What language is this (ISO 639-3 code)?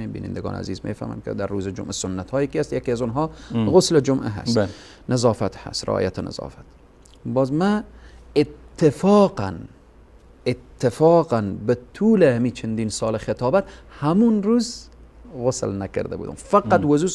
fas